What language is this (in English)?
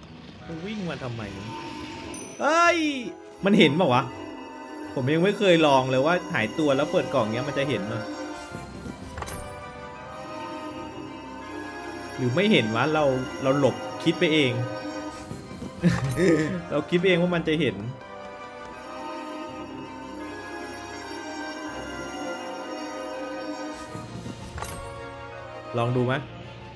Thai